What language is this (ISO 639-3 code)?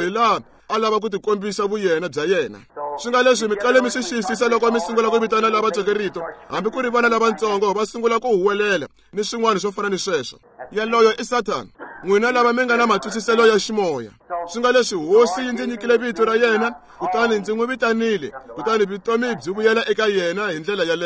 tso